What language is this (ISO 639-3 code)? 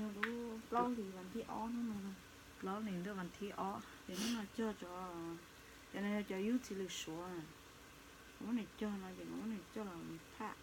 hmn